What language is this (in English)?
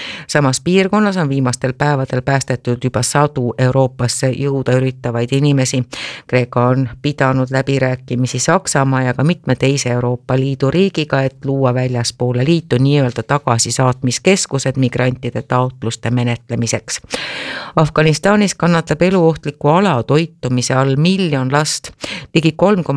Estonian